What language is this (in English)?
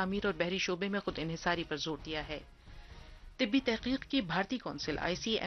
Urdu